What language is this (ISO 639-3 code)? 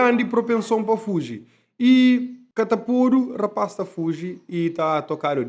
kea